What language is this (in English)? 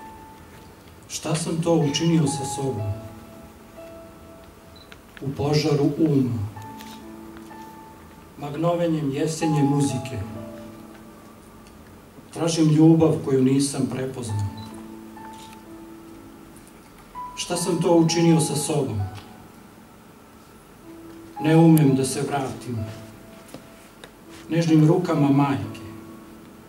Serbian